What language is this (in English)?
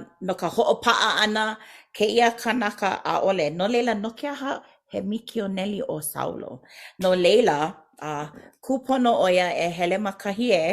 Hawaiian